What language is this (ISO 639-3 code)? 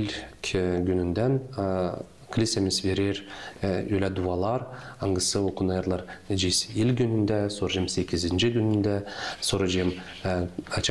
gag